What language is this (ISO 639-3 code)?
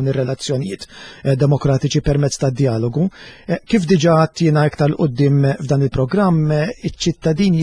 mlt